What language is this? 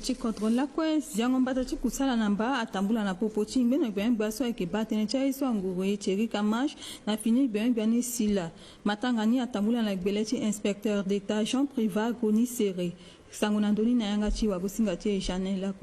Sango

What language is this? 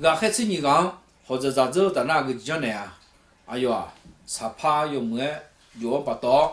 Akha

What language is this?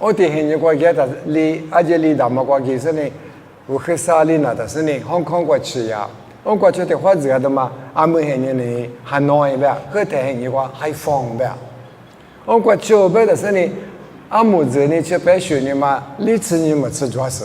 Lisu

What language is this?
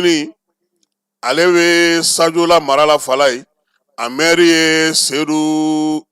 Bambara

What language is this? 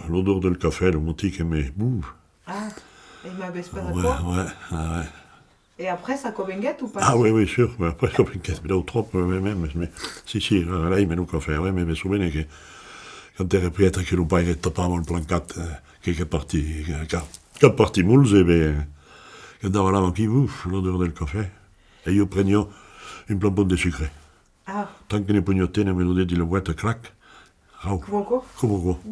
Occitan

